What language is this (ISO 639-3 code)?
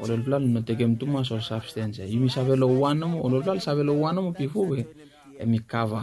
bis